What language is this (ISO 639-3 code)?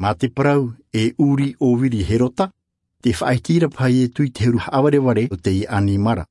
tah